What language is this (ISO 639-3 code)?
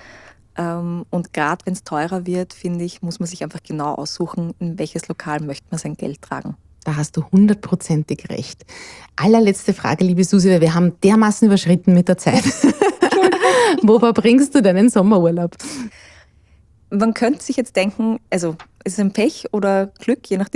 deu